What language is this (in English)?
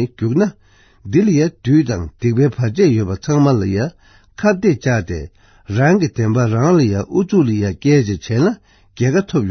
Tibetan